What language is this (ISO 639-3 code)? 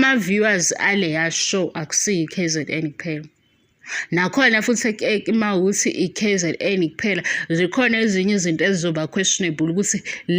zul